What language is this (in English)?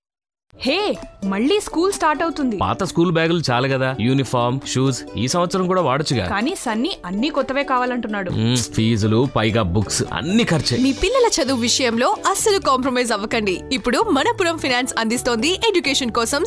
Telugu